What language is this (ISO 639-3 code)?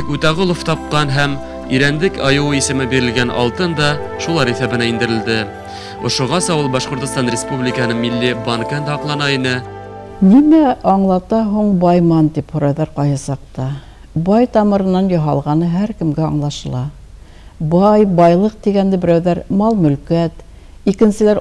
bak